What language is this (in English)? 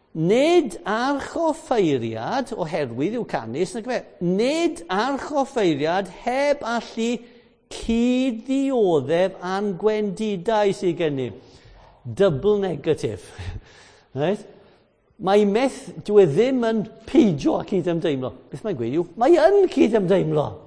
Welsh